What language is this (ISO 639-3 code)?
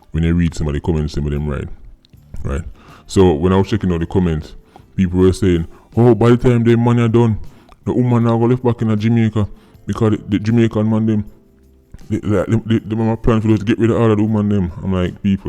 jam